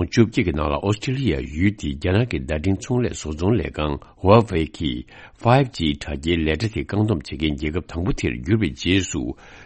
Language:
Tibetan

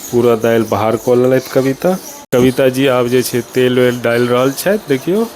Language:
Maithili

